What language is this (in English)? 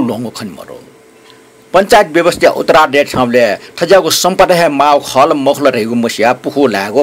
Newari